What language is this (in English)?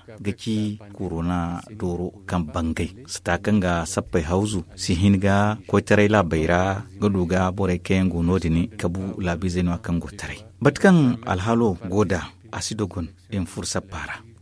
Zarma